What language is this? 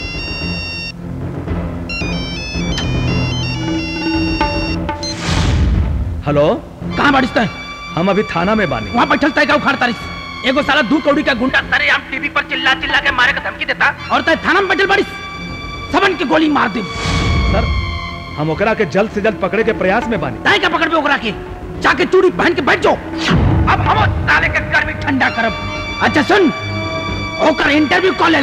Bhojpuri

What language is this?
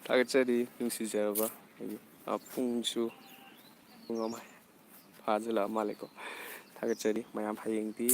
Manipuri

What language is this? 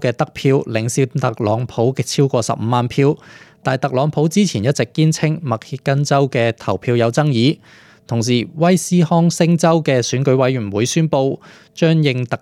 Cantonese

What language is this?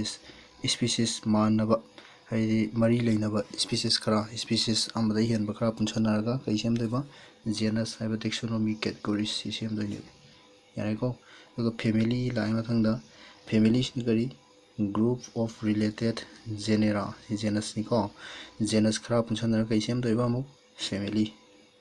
Manipuri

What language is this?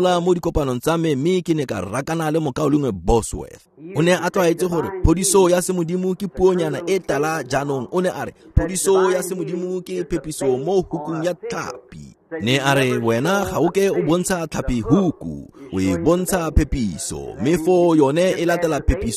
Tswana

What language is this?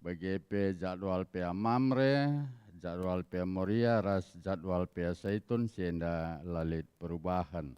Batak Karo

